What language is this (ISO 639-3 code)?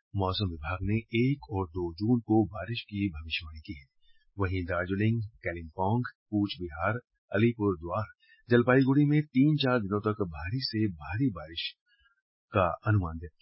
hin